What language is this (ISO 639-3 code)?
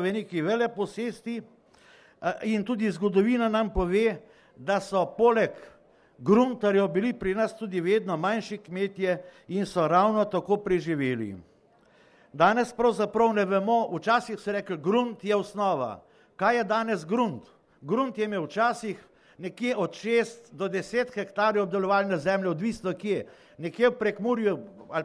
slv